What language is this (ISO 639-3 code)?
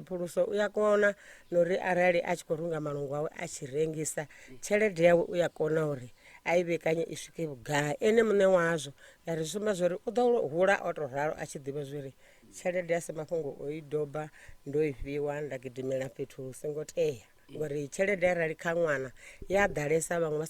ven